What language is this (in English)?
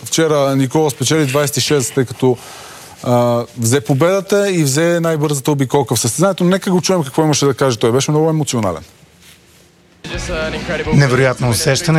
Bulgarian